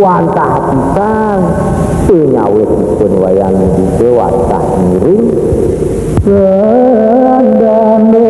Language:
Balinese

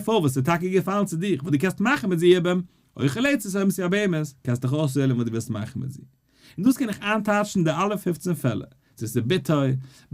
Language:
Yiddish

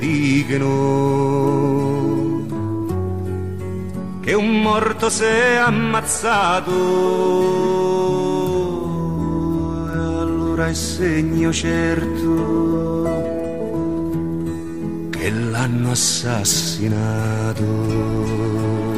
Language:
Italian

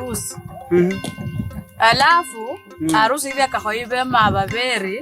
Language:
Kabras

